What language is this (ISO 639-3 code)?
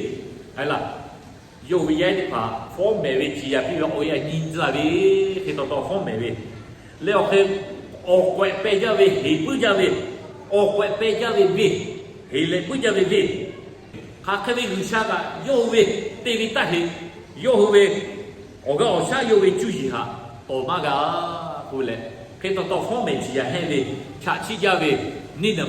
lhu